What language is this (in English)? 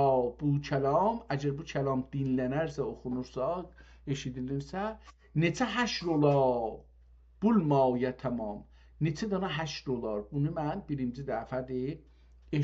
South Azerbaijani